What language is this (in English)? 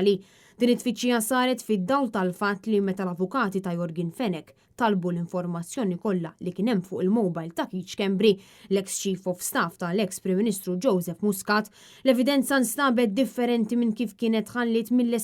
Maltese